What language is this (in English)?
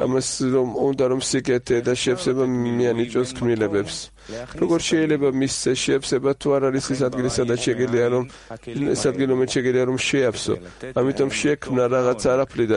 Georgian